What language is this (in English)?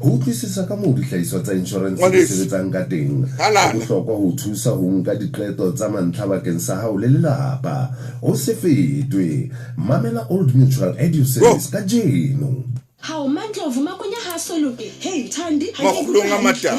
Southern Sotho